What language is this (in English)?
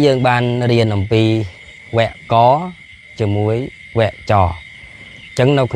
Khmer